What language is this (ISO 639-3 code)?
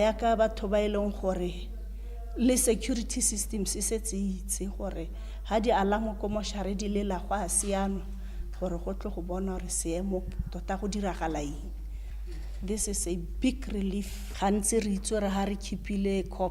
tsn